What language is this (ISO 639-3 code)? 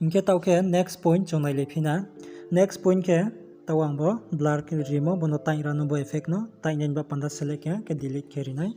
ria